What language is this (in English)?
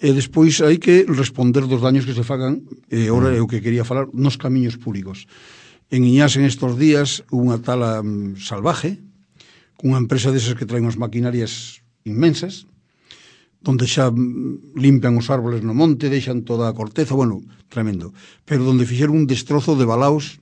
Galician